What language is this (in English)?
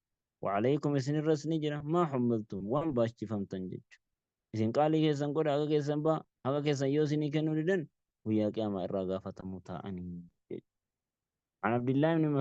Oromo